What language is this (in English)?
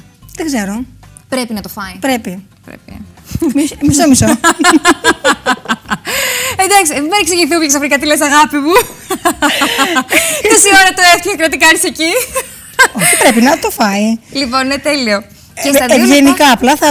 Greek